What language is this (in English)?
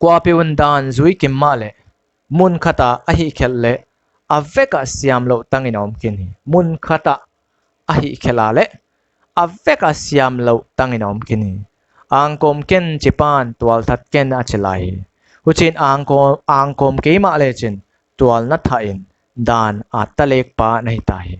Paite Chin